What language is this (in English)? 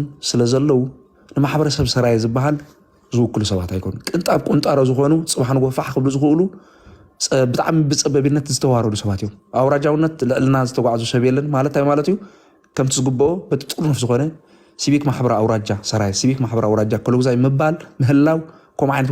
Tigrinya